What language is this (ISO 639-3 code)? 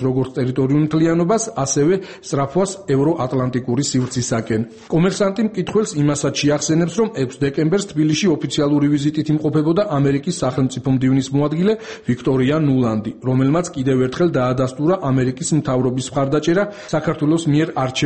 kat